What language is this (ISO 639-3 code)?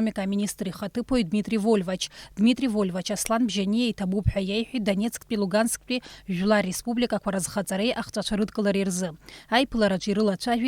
abk